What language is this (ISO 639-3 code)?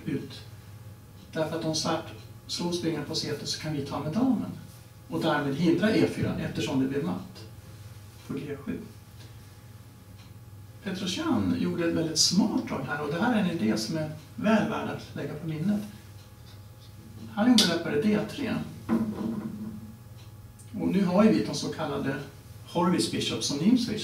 swe